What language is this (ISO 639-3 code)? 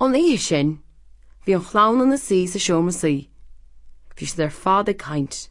gle